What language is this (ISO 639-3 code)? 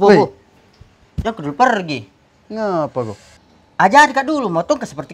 mfp